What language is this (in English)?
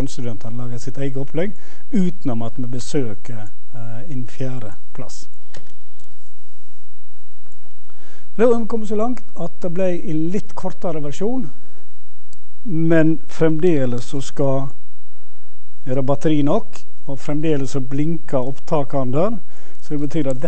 Norwegian